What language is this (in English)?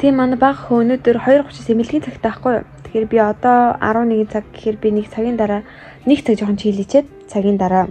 Mongolian